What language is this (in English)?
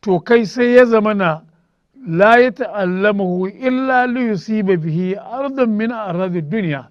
Hausa